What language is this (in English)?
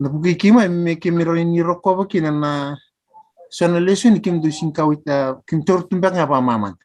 Fijian